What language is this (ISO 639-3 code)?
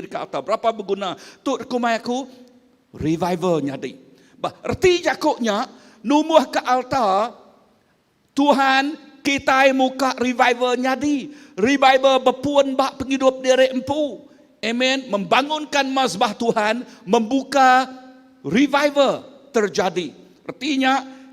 iba